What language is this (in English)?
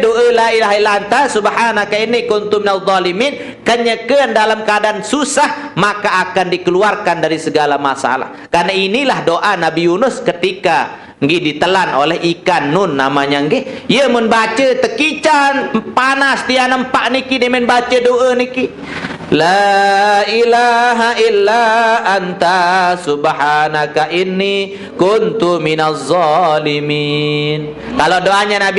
Sasak